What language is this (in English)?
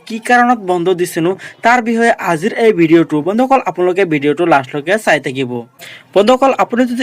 Assamese